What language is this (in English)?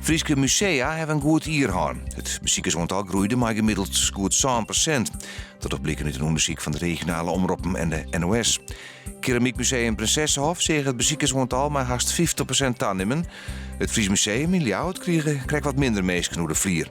Western Frisian